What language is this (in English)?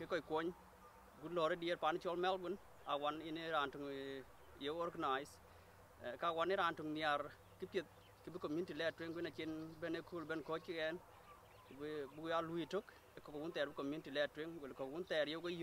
Dinka